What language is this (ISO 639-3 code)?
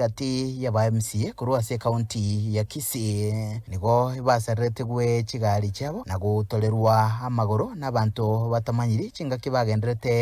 guz